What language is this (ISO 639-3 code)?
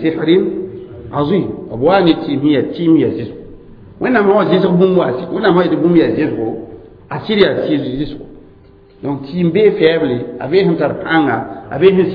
mos